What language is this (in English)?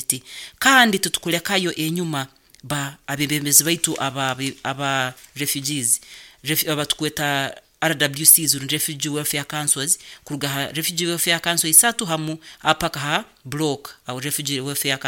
Nyoro